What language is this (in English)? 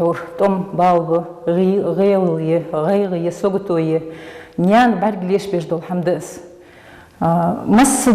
Ingush